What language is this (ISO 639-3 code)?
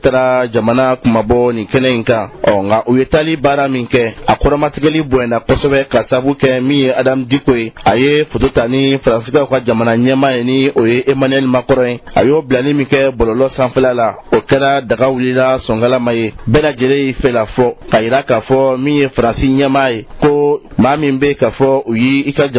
bam